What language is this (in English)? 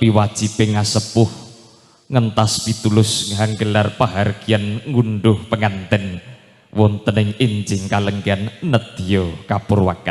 Javanese